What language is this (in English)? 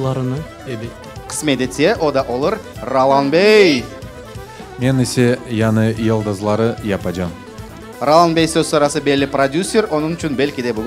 Crimean Tatar